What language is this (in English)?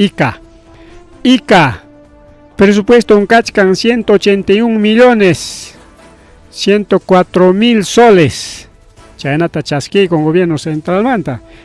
Ayacucho Quechua